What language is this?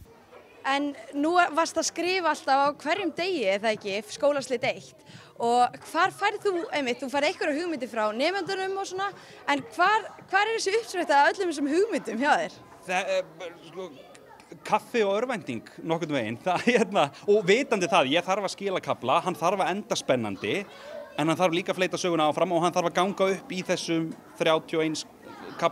Icelandic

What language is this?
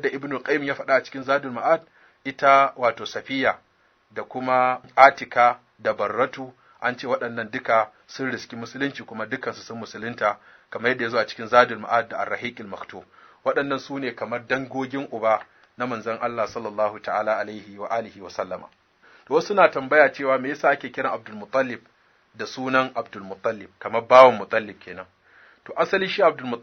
Hausa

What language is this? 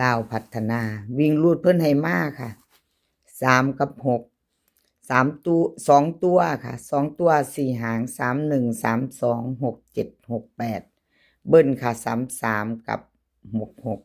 Northeastern Thai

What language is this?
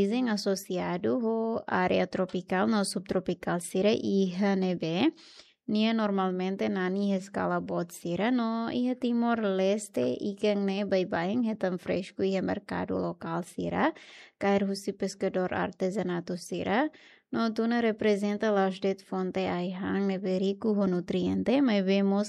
Tetum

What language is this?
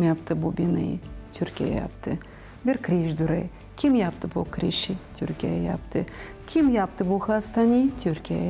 Gagauz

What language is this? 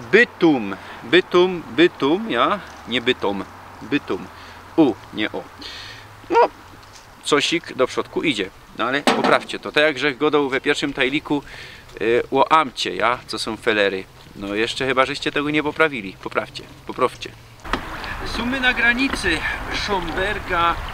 Silesian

